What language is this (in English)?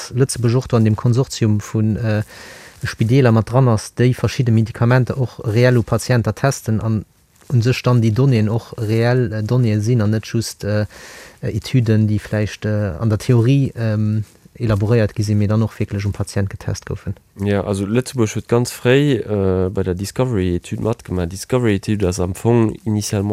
Luxembourgish